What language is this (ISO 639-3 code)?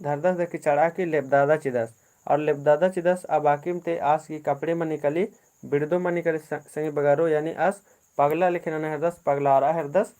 kru